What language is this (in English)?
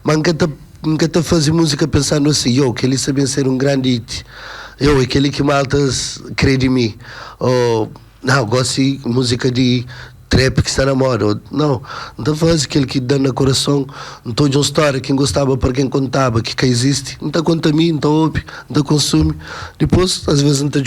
Kabuverdianu